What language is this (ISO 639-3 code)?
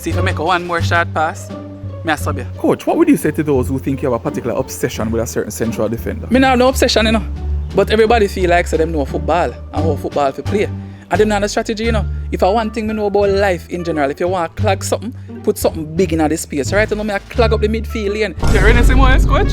jam